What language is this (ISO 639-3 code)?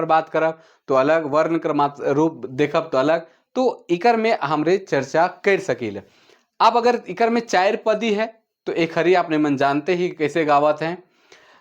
sck